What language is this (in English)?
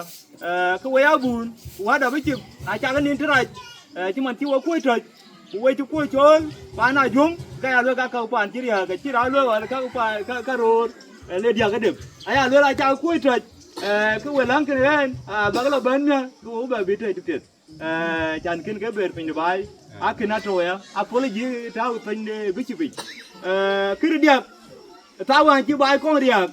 Dinka